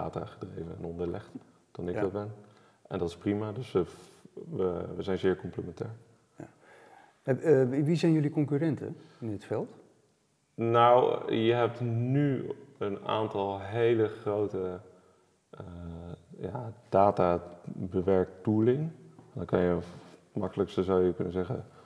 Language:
Dutch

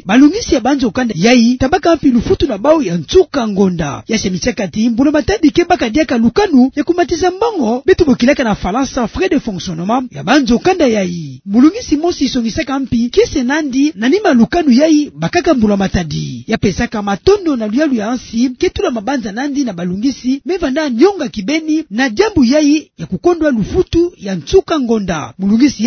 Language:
Kituba (Democratic Republic of Congo)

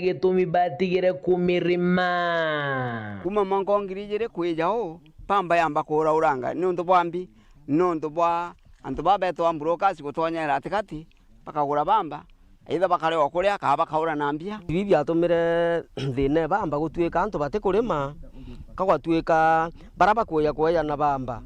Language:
Meru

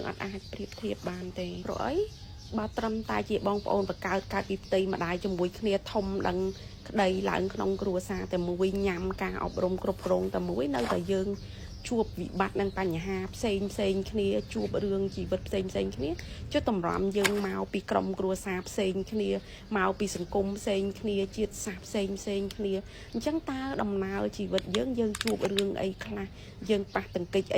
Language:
Khmer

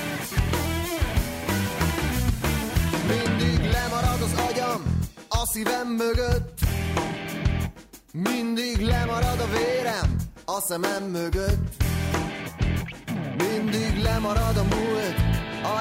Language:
Hungarian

